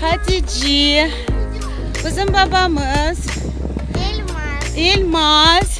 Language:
Crimean Tatar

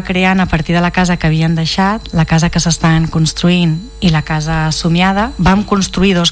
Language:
Catalan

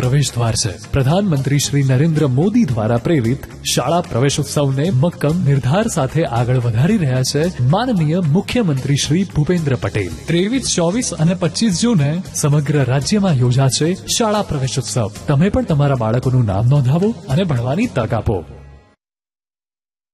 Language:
Gujarati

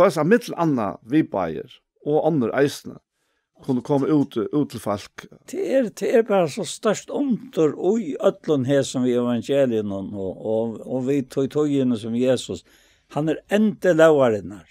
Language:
Faroese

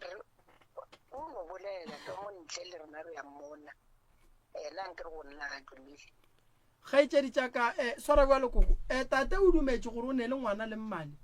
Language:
Northern Sotho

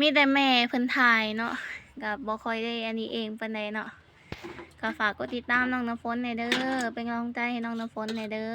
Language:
Lao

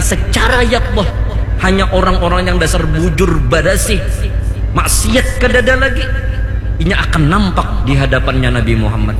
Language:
Banjar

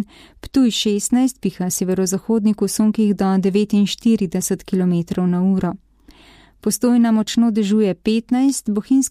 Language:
Slovenian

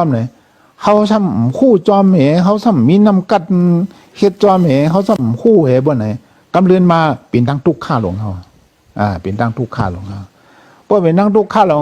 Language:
Shan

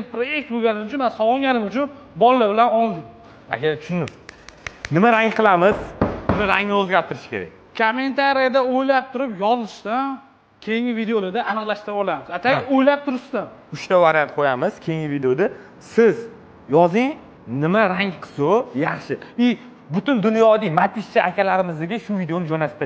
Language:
Uzbek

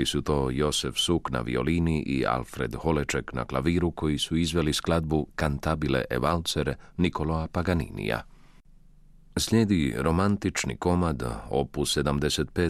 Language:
Croatian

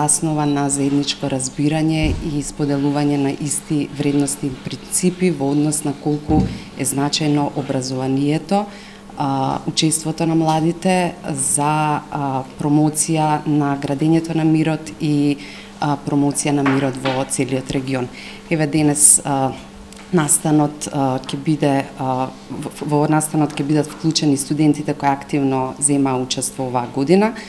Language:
Macedonian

